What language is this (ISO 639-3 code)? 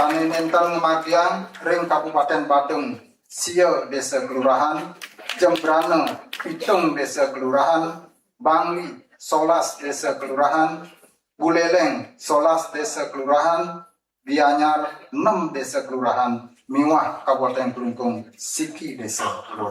ban